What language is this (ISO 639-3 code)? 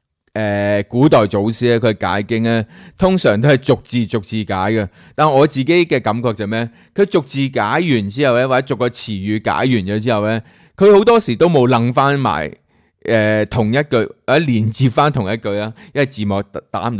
yue